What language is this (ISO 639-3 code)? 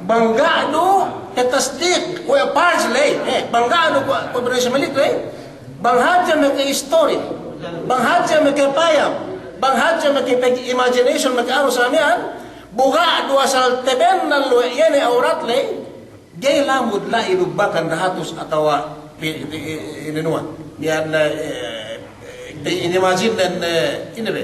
yka